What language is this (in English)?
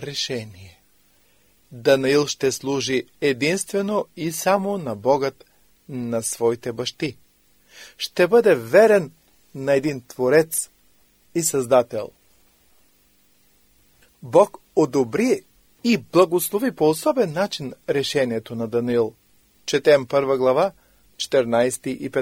Bulgarian